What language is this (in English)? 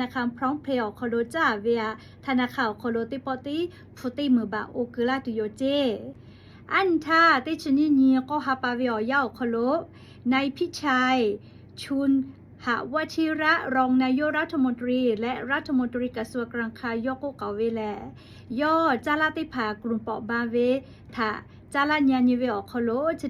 Lahu